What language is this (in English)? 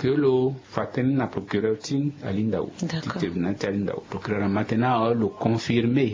Sango